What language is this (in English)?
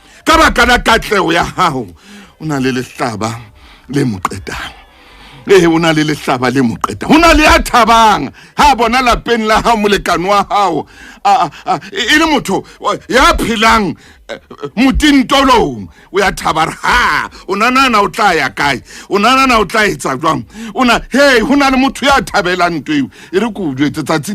Southern Sotho